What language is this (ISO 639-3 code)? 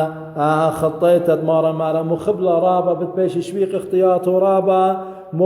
aii